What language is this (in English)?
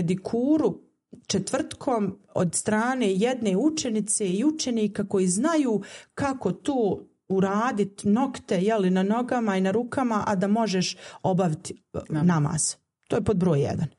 Bosnian